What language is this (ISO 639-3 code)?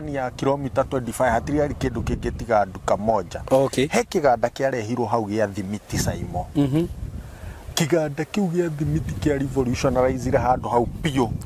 kik